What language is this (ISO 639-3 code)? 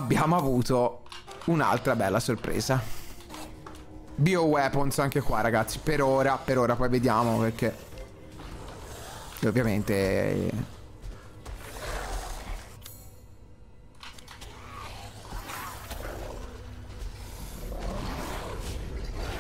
ita